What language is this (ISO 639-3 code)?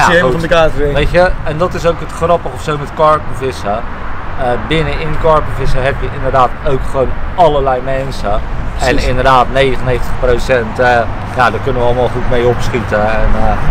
nld